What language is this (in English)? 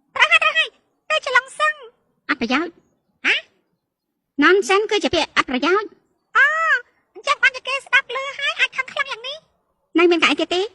Khmer